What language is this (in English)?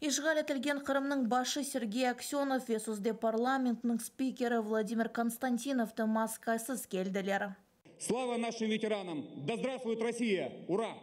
Crimean Tatar